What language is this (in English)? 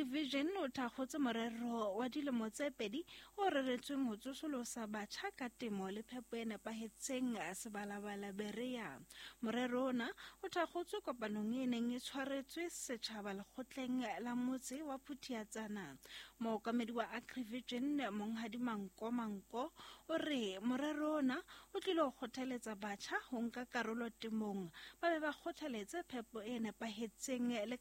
Southern Sotho